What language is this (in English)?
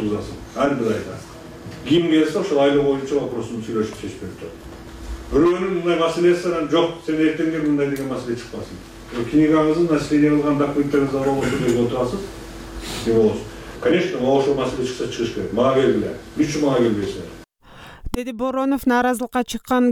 Kyrgyz